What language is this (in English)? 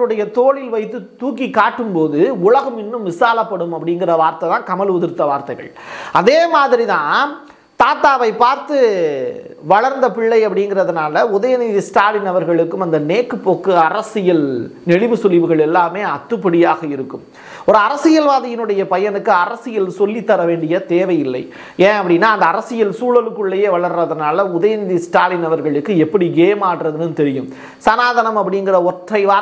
Tamil